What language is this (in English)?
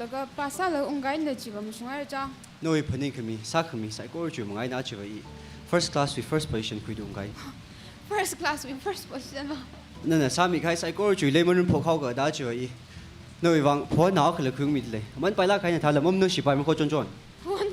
Tangkhul Naga (India)